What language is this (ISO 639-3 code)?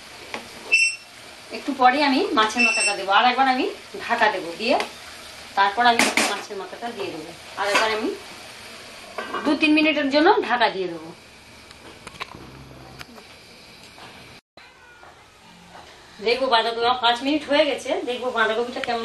ben